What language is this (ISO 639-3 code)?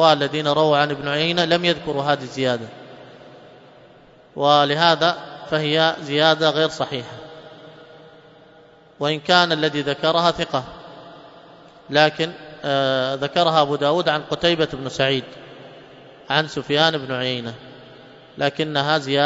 ara